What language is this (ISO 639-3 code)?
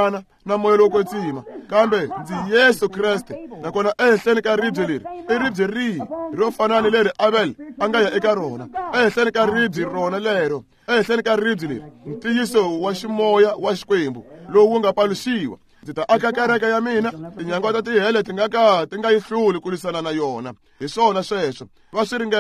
tso